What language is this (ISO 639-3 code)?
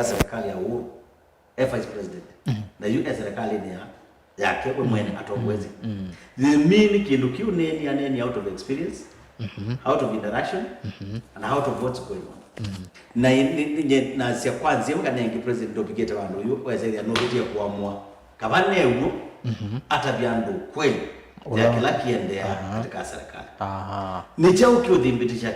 kam